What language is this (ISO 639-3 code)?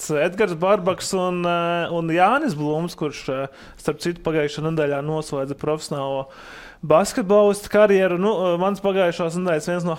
lav